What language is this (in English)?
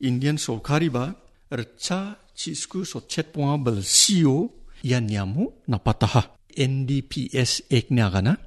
Garo